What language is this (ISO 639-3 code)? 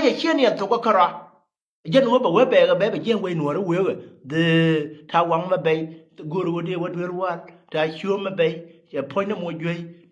nus